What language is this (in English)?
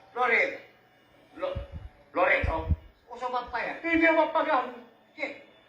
Sicilian